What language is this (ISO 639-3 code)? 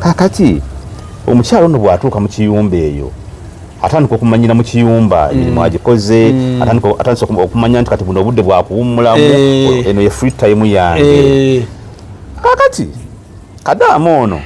lug